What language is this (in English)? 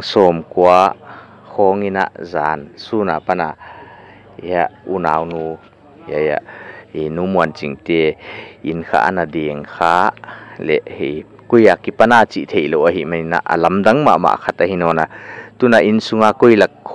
Paite Chin